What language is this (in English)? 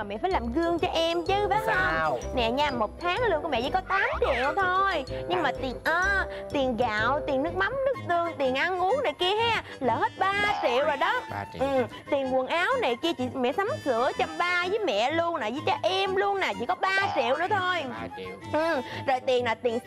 Vietnamese